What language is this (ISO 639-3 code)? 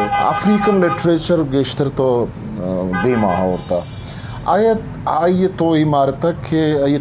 bgp